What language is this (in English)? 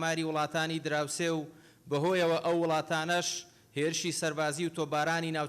Central Kurdish